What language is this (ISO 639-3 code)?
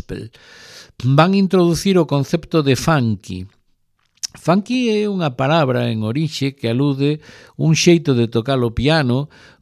glg